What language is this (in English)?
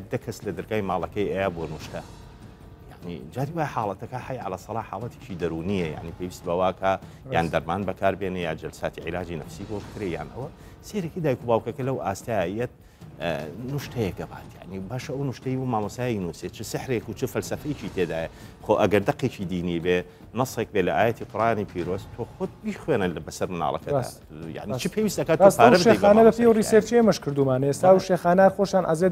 Central Kurdish